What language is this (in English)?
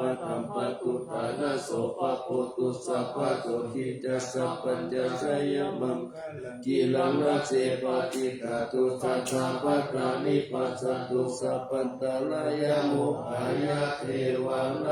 Pali